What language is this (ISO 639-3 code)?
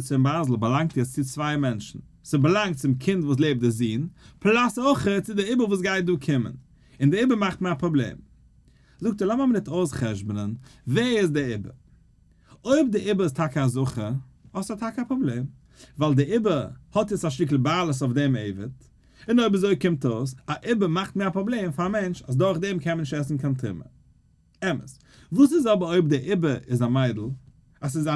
yid